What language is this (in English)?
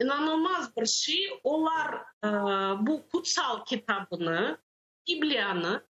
Crimean Tatar